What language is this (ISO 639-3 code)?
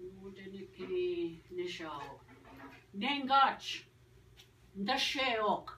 oji